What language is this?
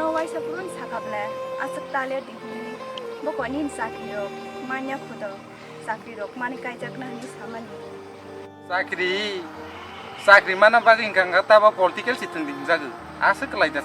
Kok Borok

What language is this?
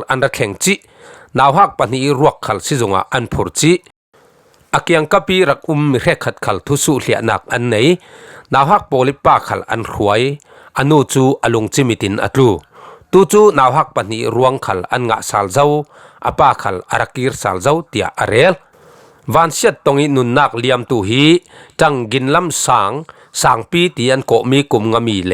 Falam Chin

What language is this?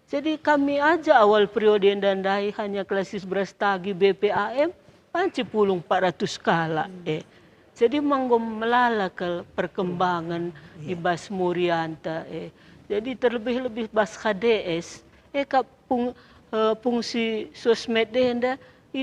Batak Karo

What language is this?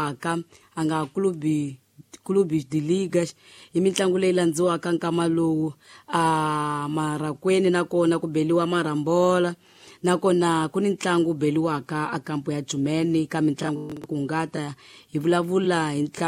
Tsonga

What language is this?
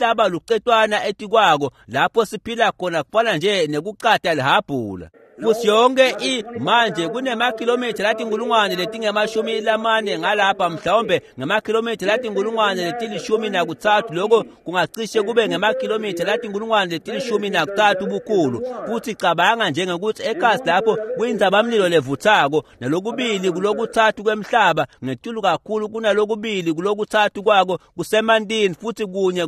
Swati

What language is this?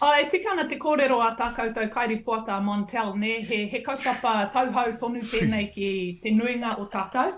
Māori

